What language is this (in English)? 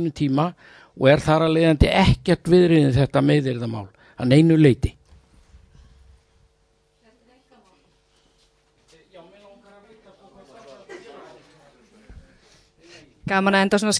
Icelandic